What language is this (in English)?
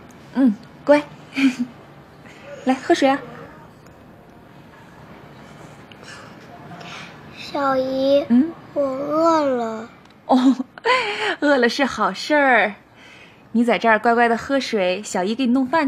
Chinese